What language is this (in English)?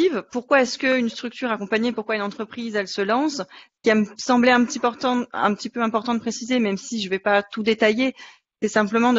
French